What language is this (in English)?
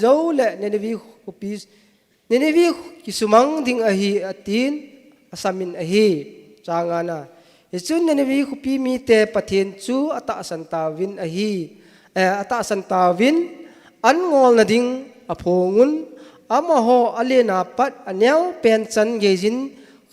Thado Chin